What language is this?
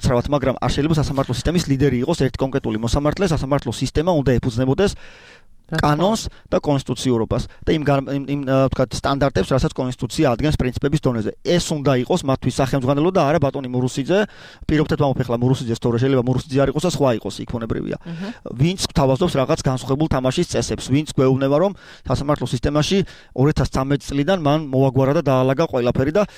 Georgian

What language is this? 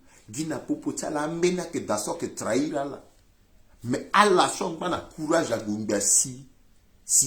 Sango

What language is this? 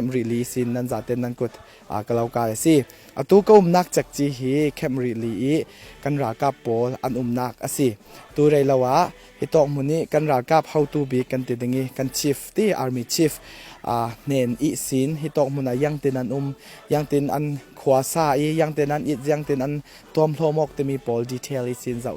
Falam Chin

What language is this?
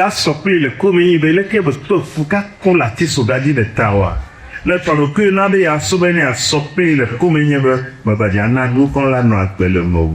Ewe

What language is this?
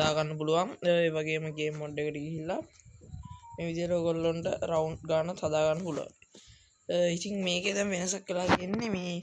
Sinhala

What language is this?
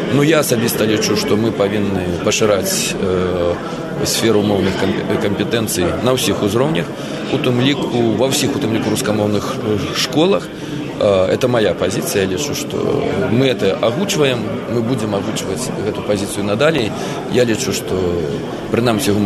Belarusian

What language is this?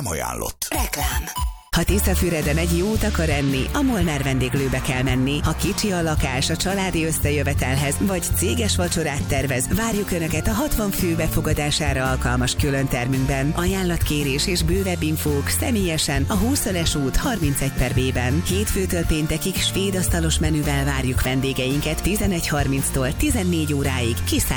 Hungarian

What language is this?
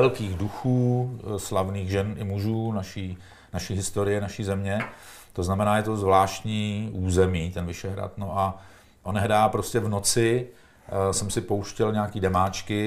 Czech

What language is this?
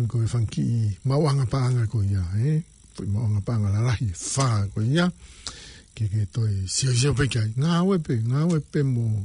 Tongan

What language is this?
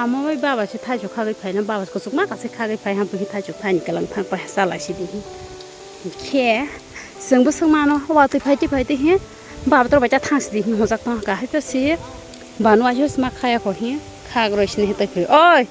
Kok Borok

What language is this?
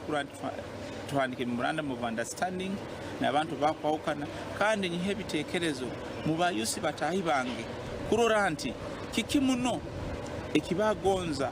Nyankole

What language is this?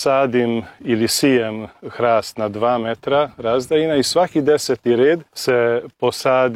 Croatian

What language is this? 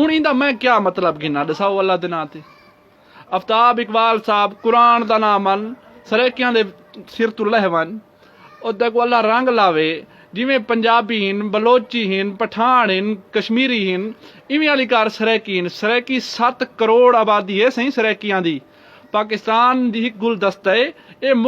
Saraiki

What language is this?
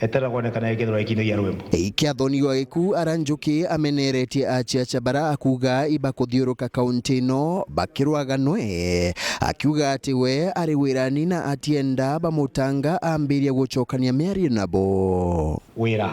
Meru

